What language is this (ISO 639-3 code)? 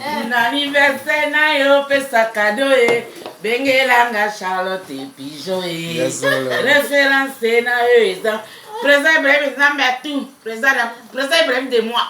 lin